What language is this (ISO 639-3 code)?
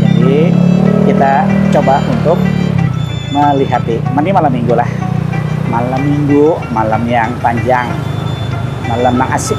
bjn